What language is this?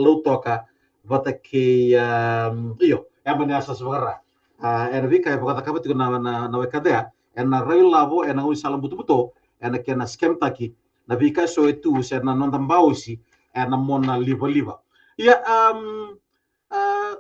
Fijian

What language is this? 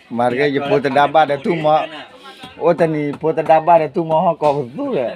S'gaw Karen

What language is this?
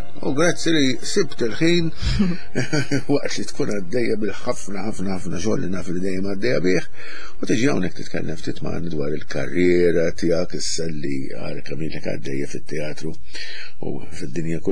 Maltese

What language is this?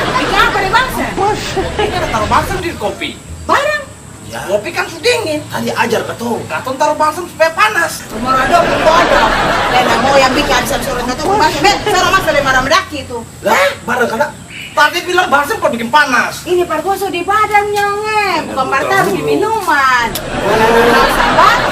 Ambonese Malay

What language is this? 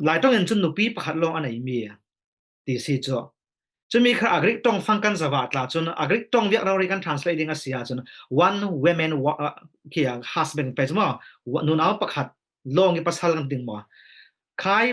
Falam Chin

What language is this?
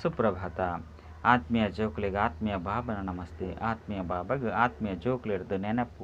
Tulu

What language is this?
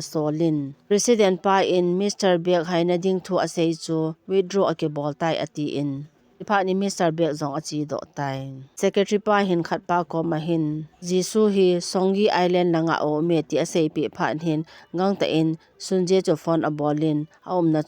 Thado Chin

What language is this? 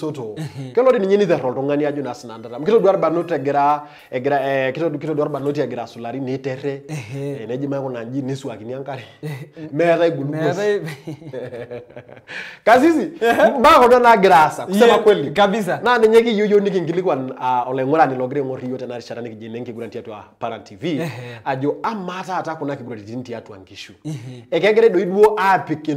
Masai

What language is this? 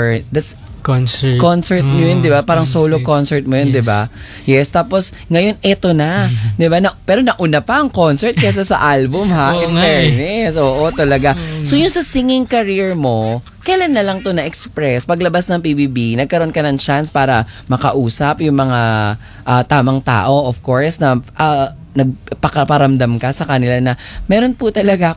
Filipino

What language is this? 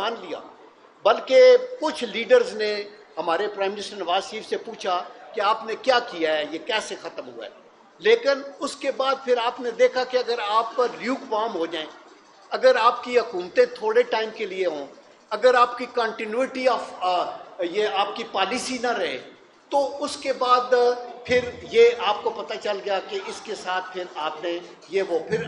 Urdu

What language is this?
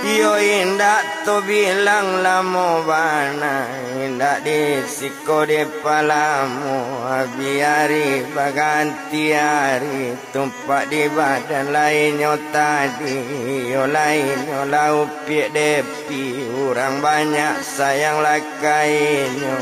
Minangkabau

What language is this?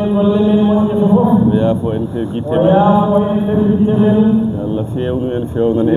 Fula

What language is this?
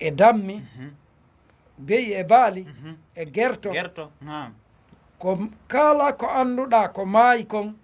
Fula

